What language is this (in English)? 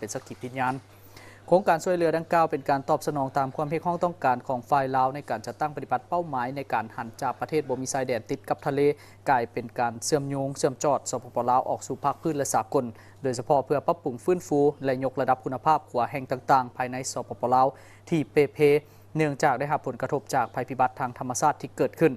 Lao